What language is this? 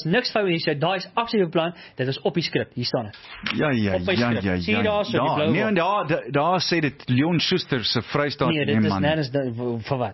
Afrikaans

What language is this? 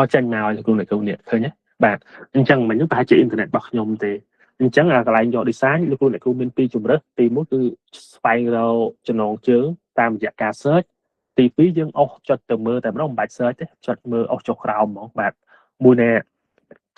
Khmer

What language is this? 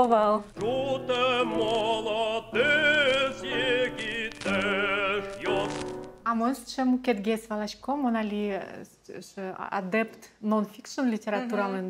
Udmurt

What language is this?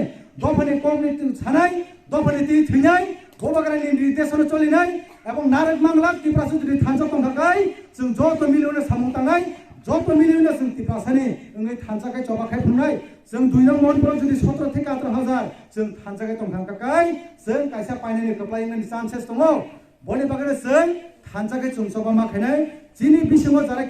Kok Borok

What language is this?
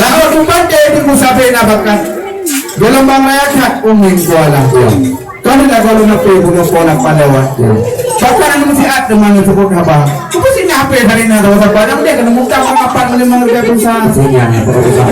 Achinese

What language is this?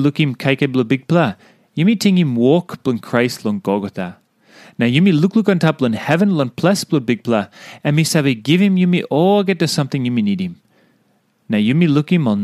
Tok Pisin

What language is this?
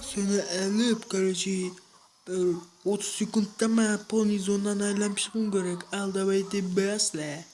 Kara-Kalpak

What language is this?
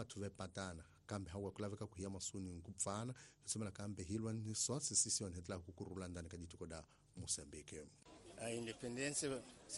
Tsonga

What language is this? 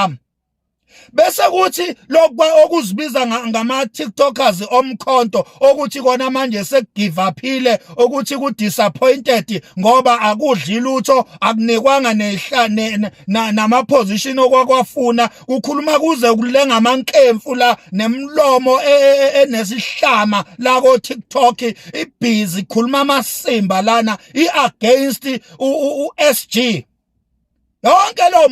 Zulu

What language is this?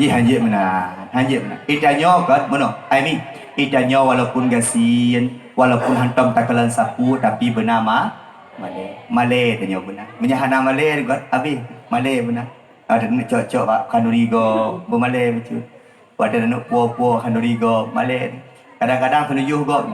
Achinese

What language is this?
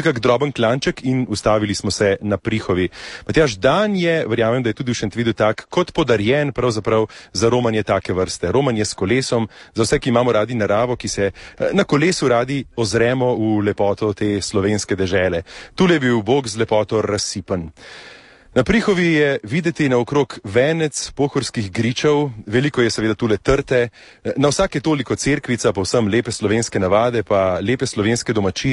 Slovenian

